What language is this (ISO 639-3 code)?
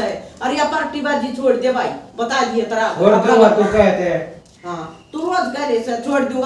bgc